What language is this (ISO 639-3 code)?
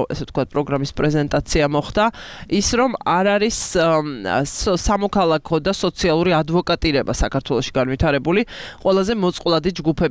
kat